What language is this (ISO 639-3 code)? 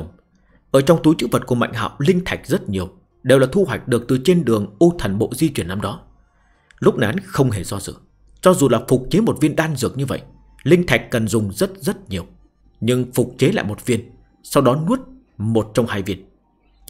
vie